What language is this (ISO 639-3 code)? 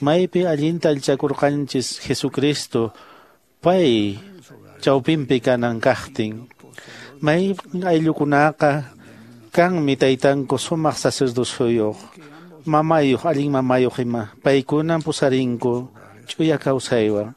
que